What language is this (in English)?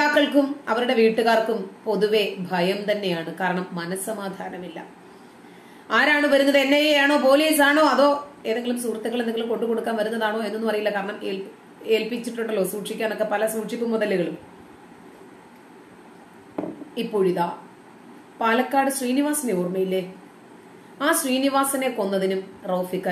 Malayalam